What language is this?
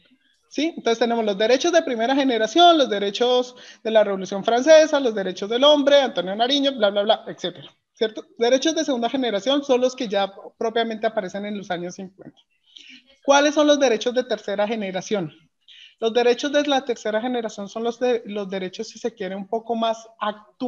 Spanish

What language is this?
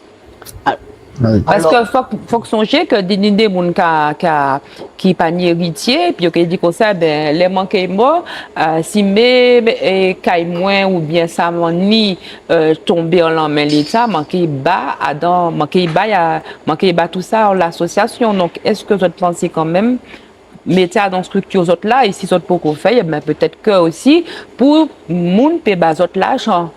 Guadeloupean Creole French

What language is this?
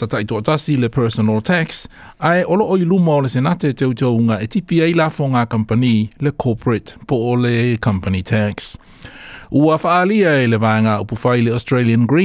Samoan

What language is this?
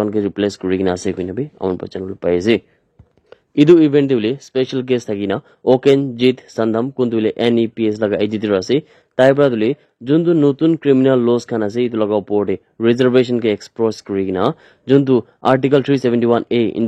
Naga Pidgin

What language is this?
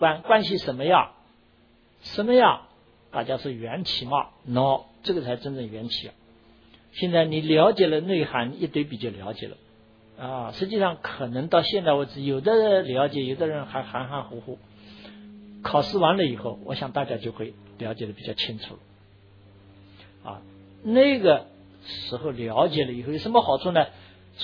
Chinese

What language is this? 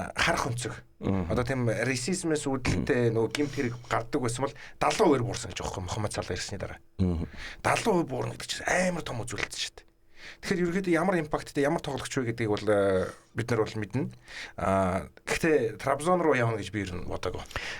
Mongolian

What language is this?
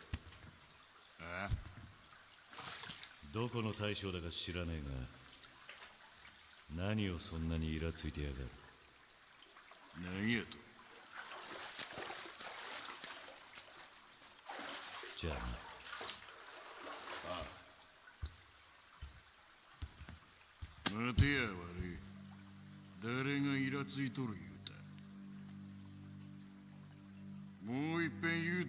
Japanese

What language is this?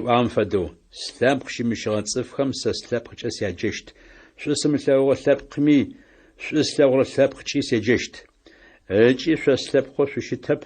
Adyghe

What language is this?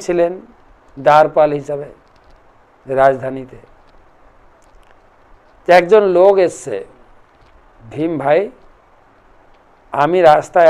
Bangla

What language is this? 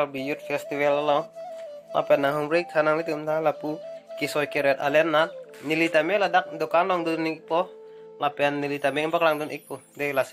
Karbi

